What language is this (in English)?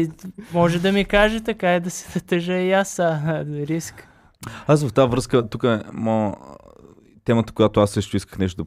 Bulgarian